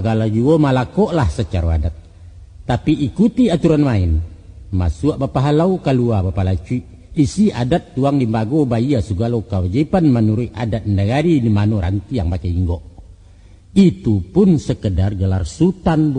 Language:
Minangkabau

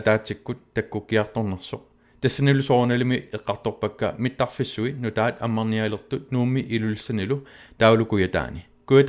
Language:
Kalaallisut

